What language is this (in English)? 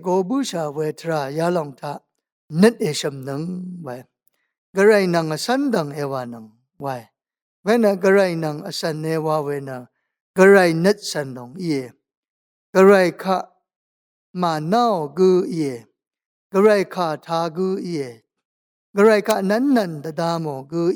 Rawang